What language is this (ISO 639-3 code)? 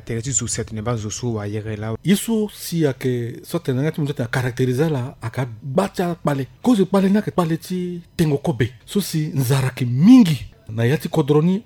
sag